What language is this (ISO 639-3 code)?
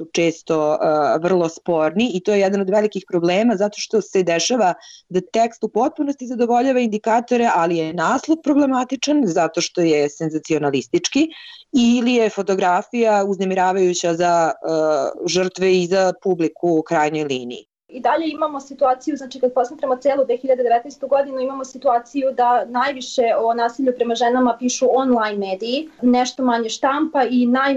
srp